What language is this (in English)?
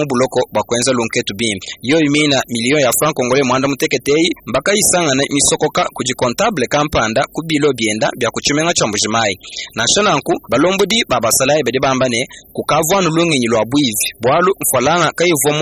Luba-Lulua